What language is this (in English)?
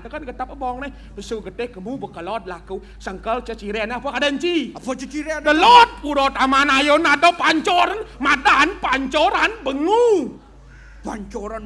Balinese